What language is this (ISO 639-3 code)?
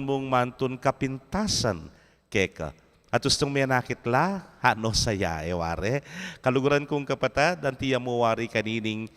pam